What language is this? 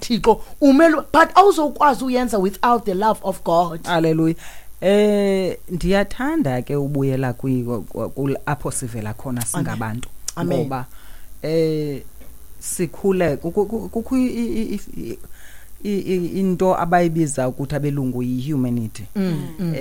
Xhosa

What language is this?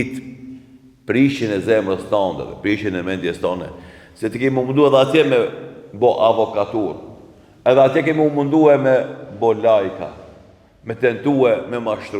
Albanian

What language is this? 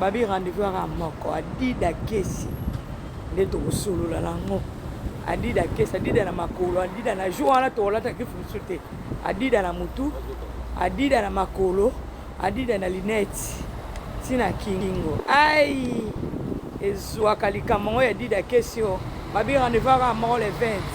Lingala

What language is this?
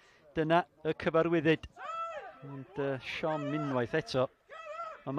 Welsh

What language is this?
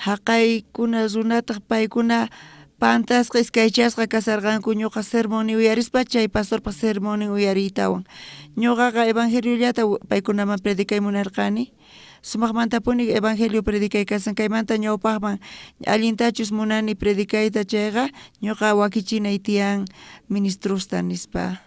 South Bolivian Quechua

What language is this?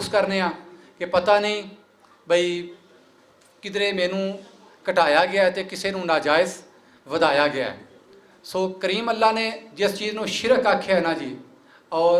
Western Panjabi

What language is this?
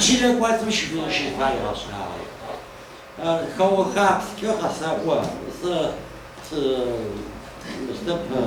Adyghe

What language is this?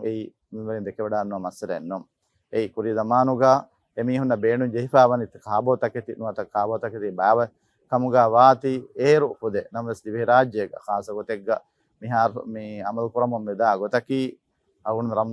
Divehi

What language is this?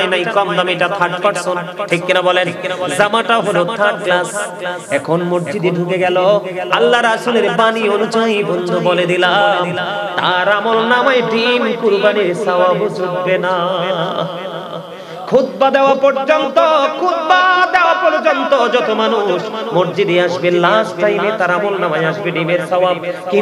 Bangla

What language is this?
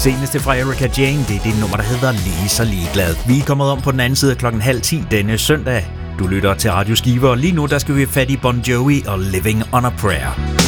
Danish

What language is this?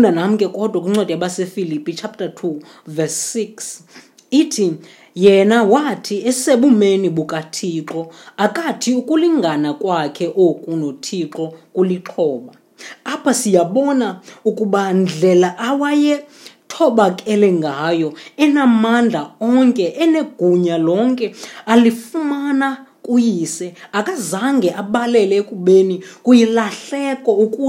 Xhosa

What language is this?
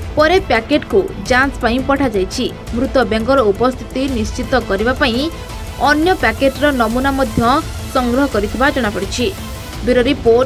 Odia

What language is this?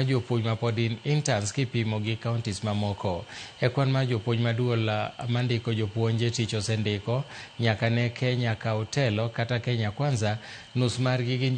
Luo (Kenya and Tanzania)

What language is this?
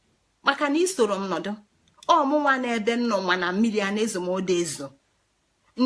Igbo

